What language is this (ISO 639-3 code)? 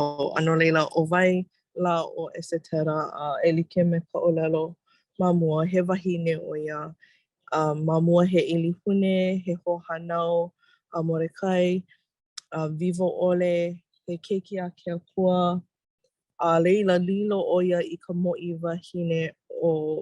haw